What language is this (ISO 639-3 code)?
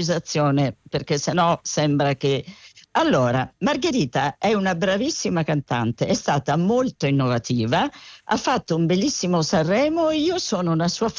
ita